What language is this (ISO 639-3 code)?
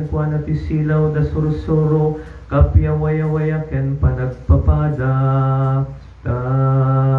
ilo